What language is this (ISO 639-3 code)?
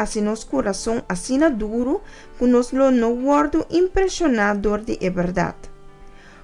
pap